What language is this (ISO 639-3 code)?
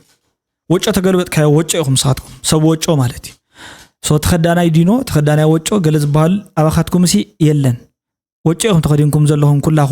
tir